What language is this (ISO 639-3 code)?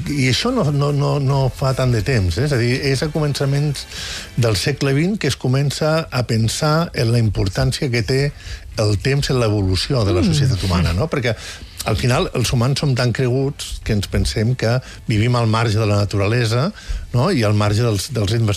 cat